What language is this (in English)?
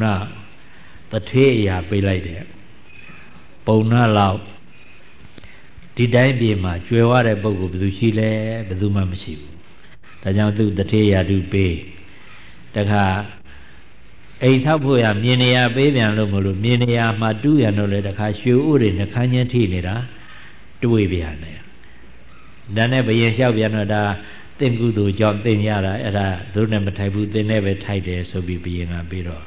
Burmese